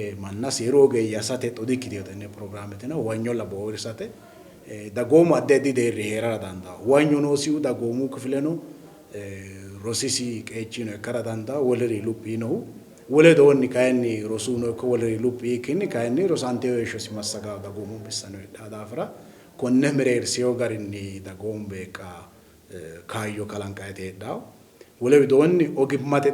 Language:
Sidamo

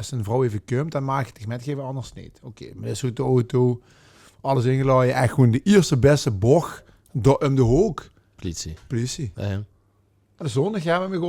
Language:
Limburgish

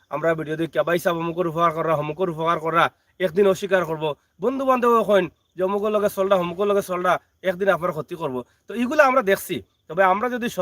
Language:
Sylheti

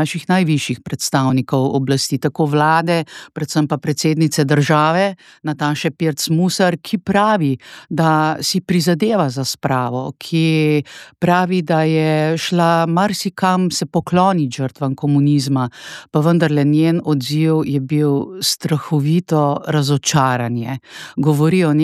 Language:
Slovenian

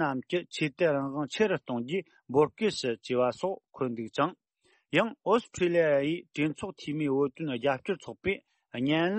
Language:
Tibetan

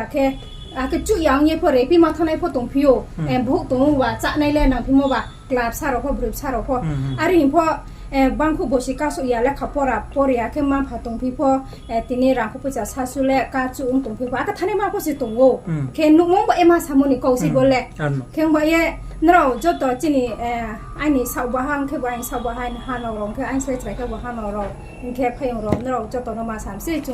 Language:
Riang (India)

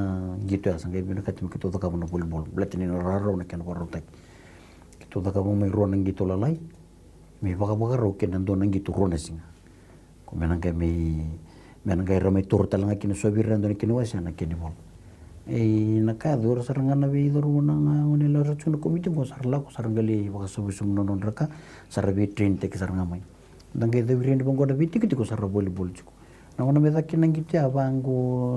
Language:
Fijian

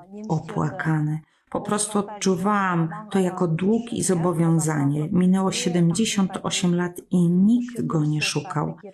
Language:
Polish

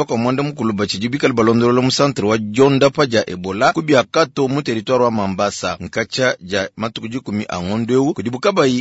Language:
Luba-Lulua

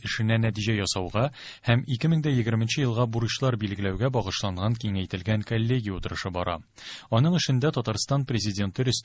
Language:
Tatar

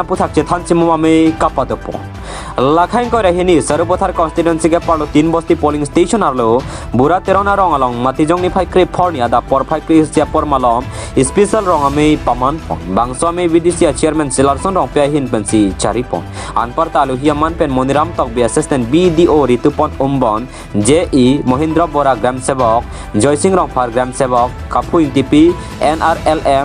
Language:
Karbi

